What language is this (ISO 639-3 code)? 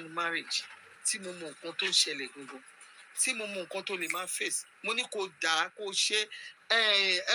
yor